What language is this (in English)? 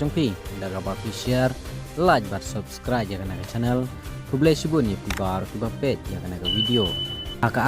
Khasi